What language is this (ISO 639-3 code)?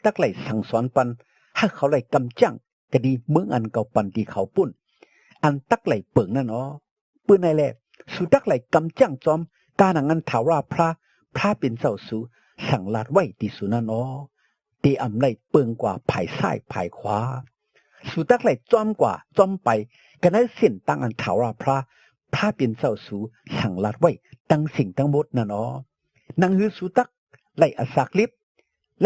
shn